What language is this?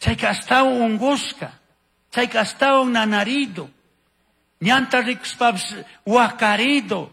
Chimborazo Highland Quichua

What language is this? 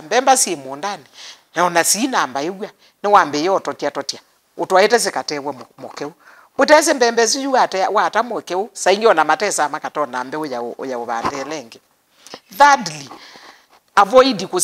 Kamba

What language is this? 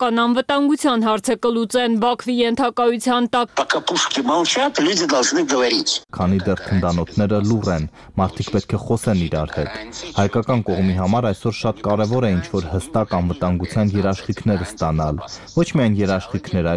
Armenian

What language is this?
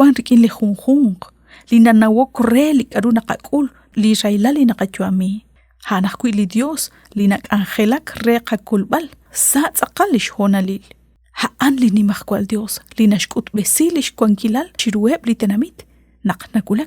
Kekchí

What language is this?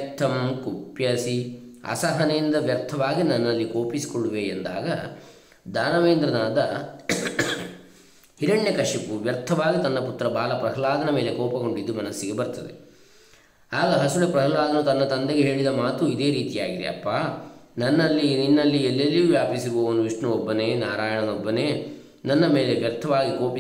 Kannada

